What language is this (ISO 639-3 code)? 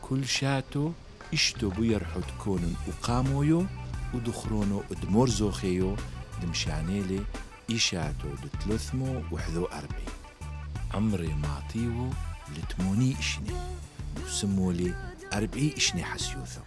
tru